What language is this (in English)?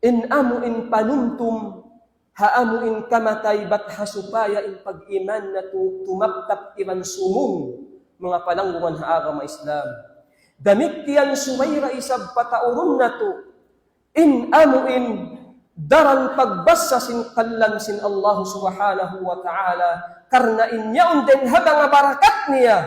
Tausug